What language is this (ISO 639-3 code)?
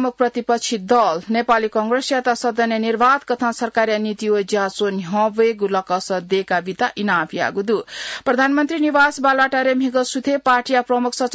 new